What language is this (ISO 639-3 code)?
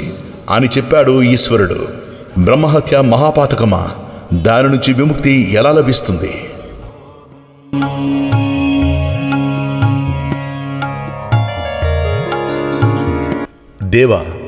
tel